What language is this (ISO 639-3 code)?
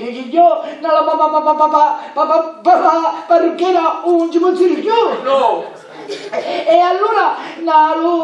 scn